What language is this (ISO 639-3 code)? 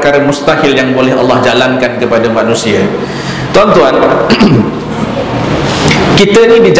msa